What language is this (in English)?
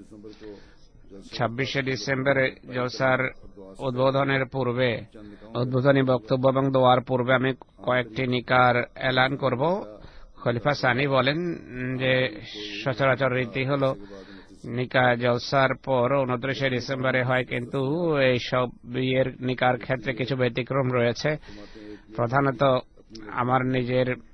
Bangla